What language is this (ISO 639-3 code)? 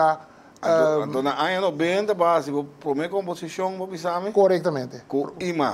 pap